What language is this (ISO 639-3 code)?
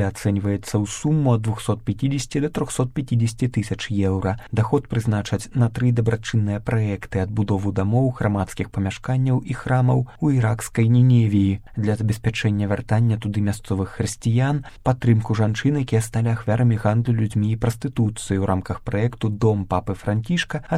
bel